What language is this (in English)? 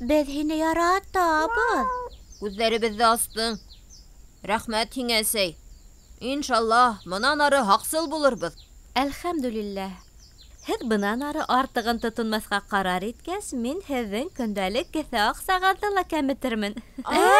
Bashkir